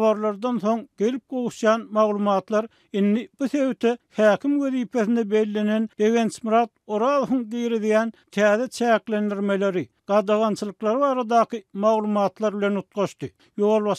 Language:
Turkmen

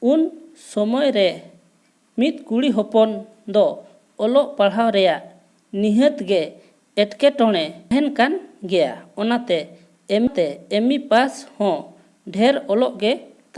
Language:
Santali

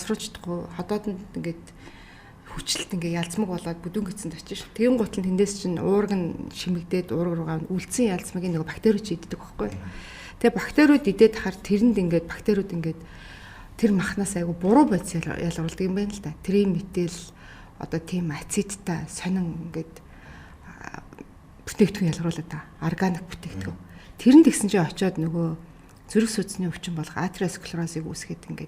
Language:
Mongolian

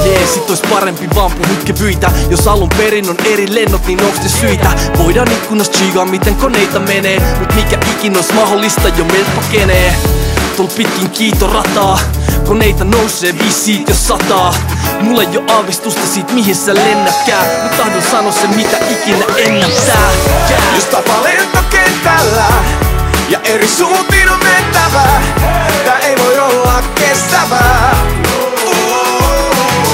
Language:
Finnish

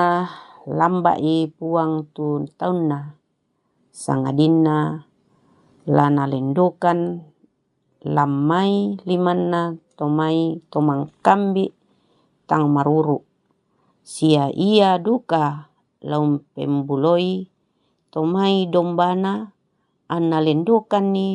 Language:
Toraja-Sa'dan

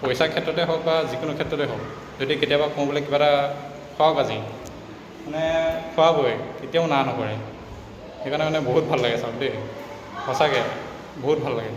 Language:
Assamese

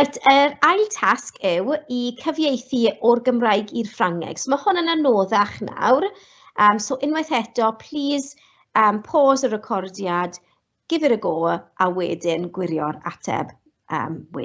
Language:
Welsh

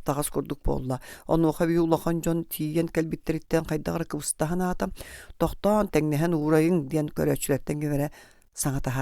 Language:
Yakut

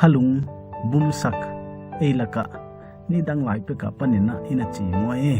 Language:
Paite Chin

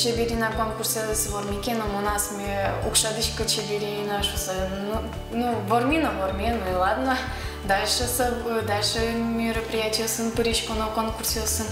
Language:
Udmurt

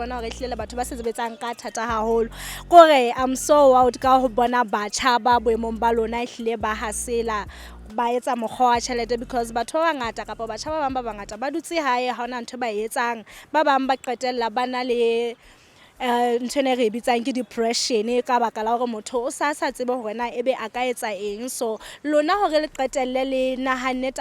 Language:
Southern Sotho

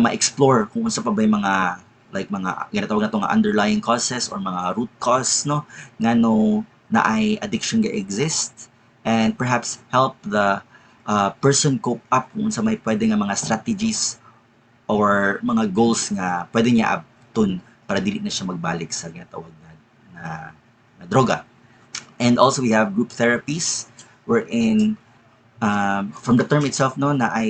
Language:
Cebuano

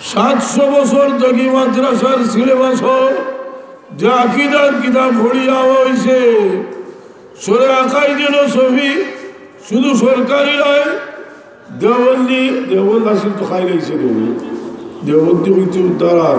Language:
Sylheti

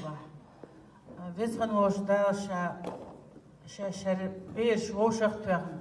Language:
Chechen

